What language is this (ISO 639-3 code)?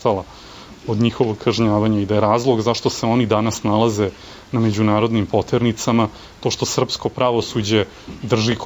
srp